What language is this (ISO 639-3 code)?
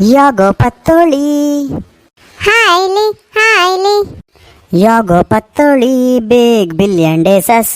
kok